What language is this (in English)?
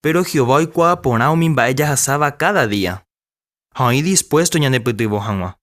Guarani